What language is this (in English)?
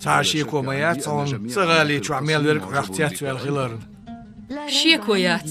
Chechen